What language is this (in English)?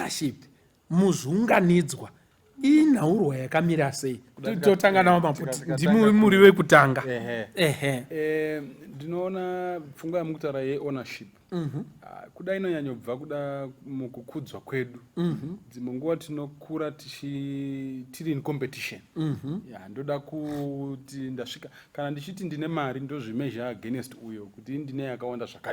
Shona